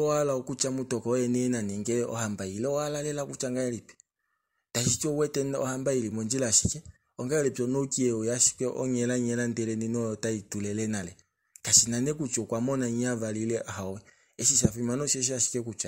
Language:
Kuanyama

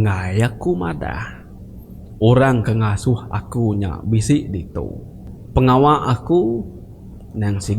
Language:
Iban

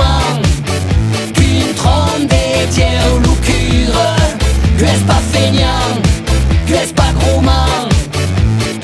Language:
French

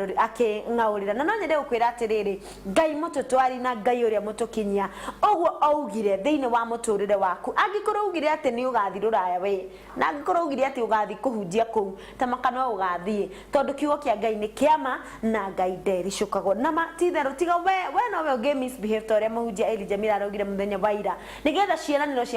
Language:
Kikuyu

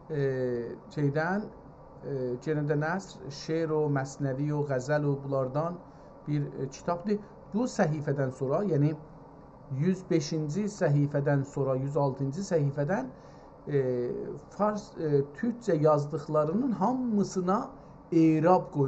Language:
South Azerbaijani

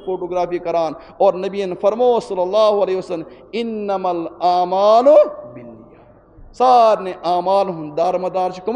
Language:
Kashmiri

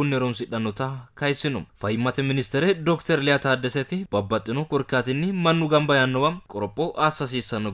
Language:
Sidamo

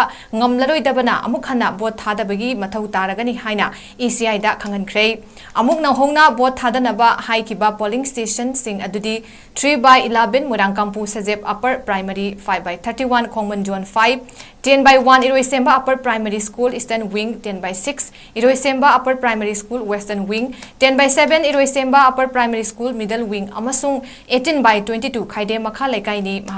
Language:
Manipuri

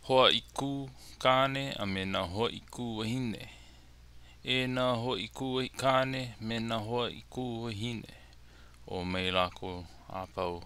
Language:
Hawaiian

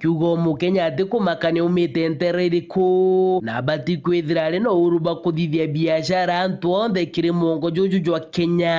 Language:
Meru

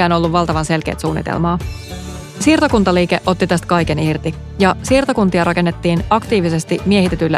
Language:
Finnish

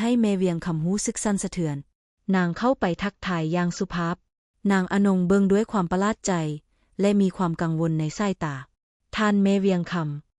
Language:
Lao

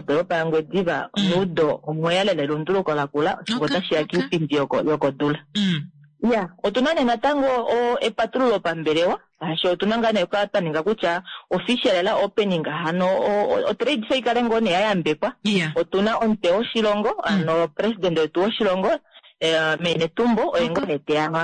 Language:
Kuanyama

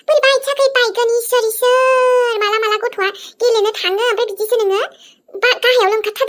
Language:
Bodo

